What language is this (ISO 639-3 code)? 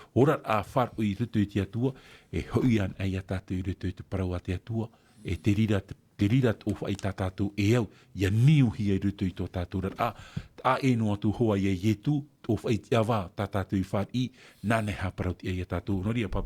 tah